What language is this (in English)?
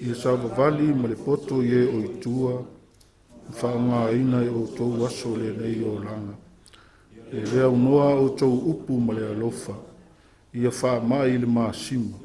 Samoan